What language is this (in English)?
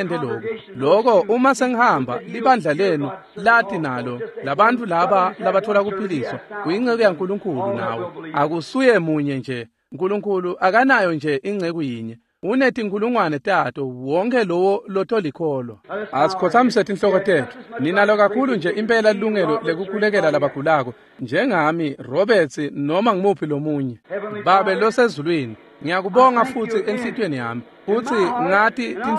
Swati